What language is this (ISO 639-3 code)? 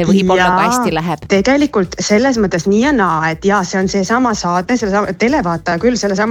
est